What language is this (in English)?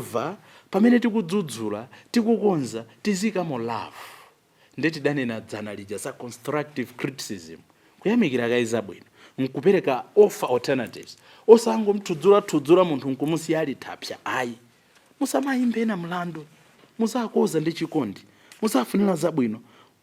Nyanja